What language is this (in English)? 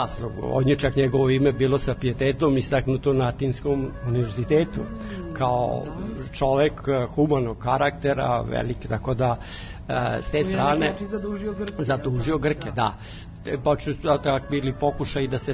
Serbian